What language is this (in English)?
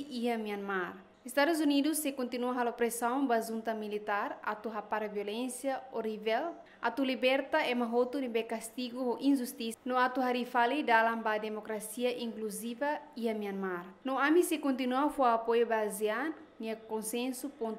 Tetum